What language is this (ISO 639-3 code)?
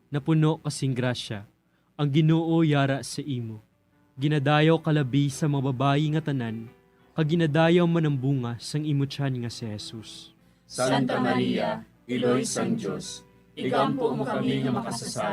hil